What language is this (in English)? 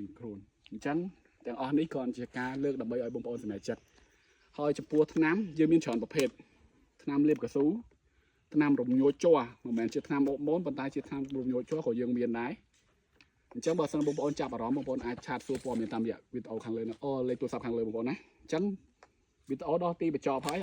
Khmer